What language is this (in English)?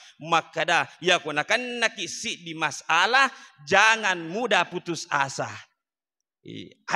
Buginese